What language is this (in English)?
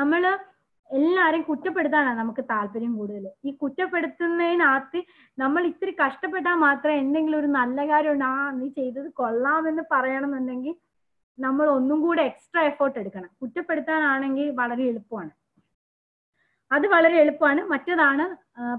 Malayalam